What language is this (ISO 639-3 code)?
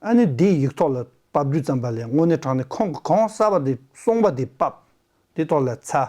bod